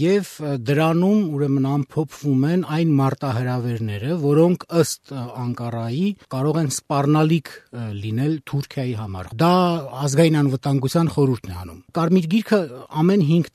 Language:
Armenian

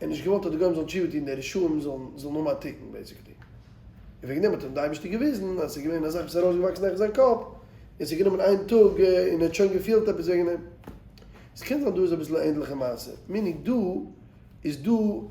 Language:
Yiddish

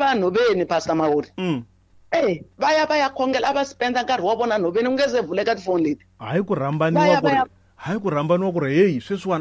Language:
Tsonga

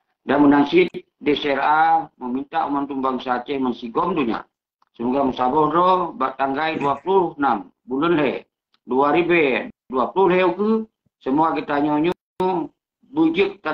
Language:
Achinese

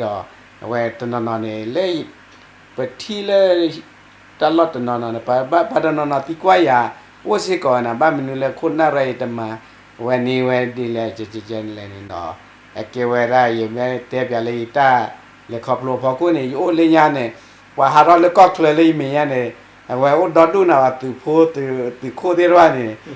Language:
S'gaw Karen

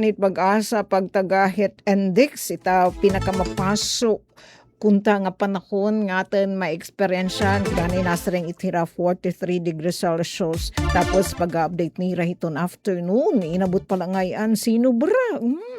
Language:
Waray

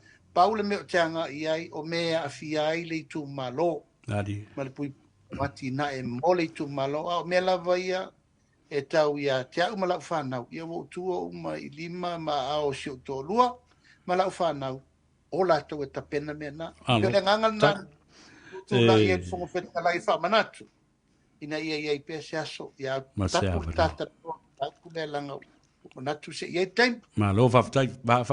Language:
Samoan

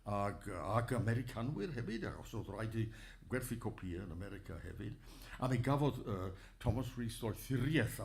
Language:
Welsh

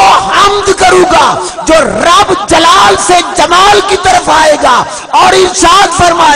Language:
Saraiki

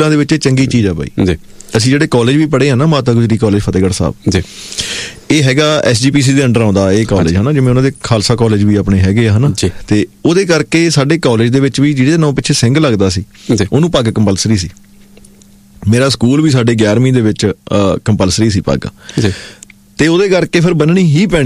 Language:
Punjabi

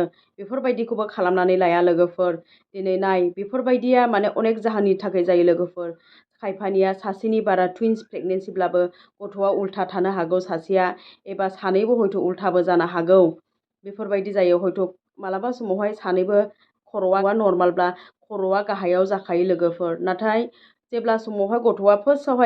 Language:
Bodo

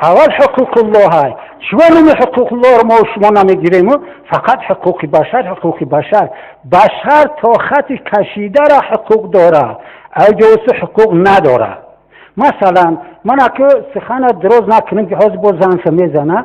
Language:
Tajik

